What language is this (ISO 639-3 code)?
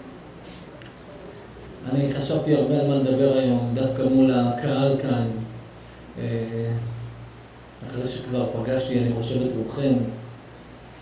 heb